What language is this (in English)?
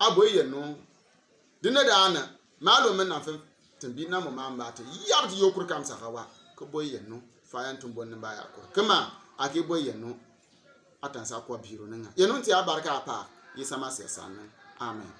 Bimoba